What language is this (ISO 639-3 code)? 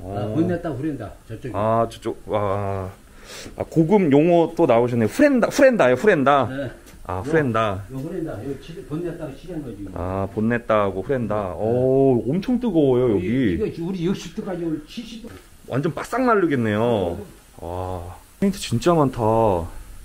kor